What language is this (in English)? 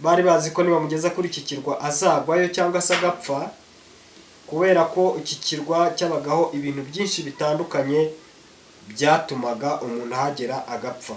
Kinyarwanda